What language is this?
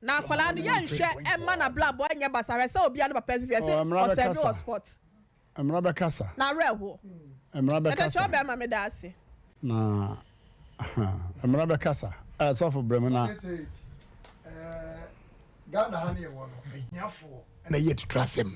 Akan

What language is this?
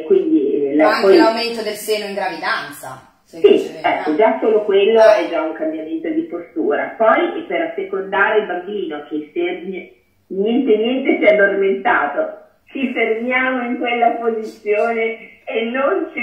Italian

